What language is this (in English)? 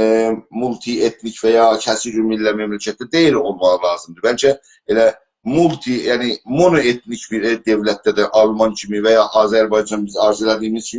South Azerbaijani